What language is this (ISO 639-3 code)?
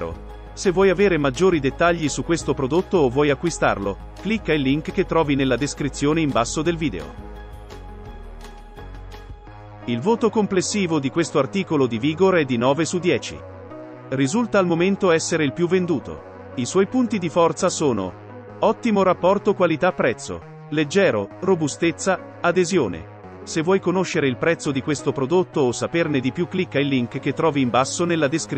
ita